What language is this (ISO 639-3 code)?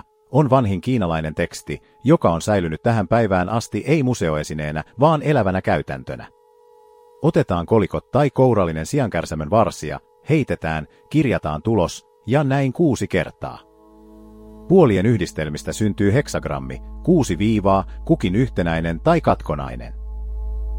fin